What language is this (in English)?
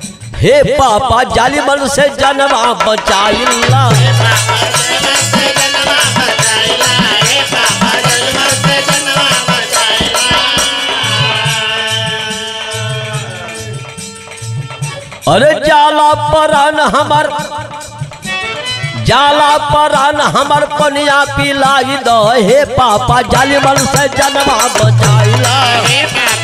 Bhojpuri